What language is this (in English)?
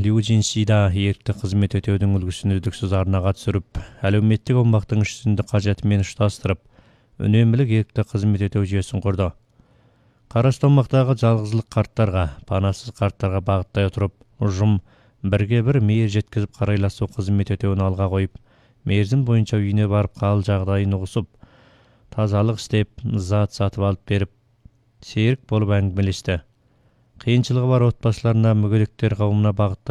Kazakh